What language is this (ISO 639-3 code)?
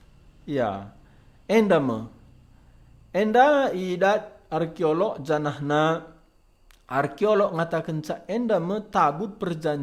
btx